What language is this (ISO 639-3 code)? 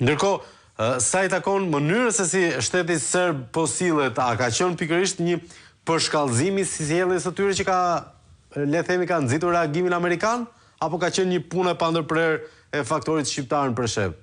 sqi